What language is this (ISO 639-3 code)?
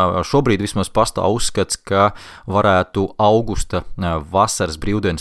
lav